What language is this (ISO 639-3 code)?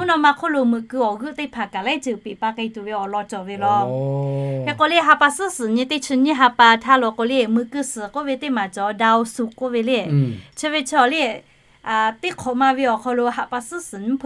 lhu